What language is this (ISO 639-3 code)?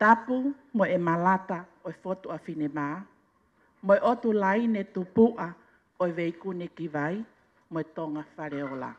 ton